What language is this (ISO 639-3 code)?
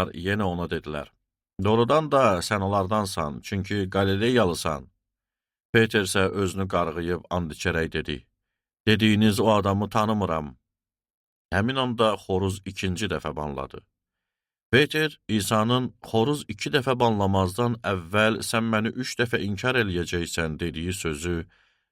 aze